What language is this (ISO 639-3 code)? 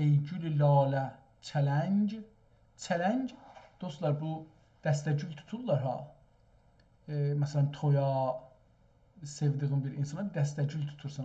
azb